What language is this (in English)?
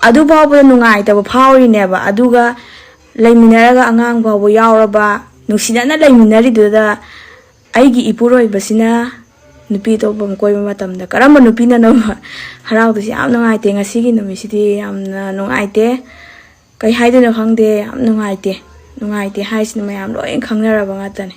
Manipuri